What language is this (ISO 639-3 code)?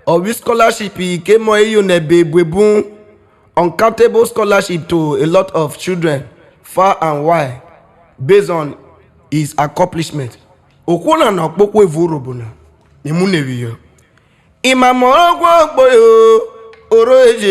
urh